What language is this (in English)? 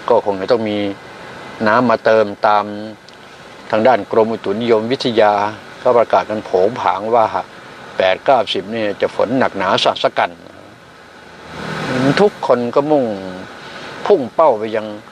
Thai